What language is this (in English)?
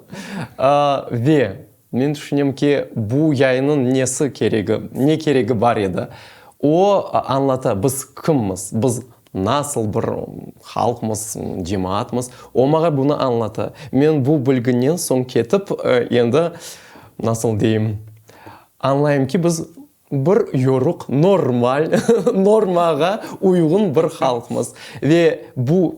Crimean Tatar